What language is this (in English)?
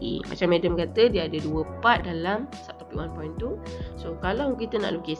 Malay